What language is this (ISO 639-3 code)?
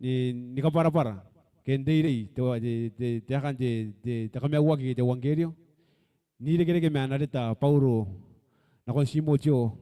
gil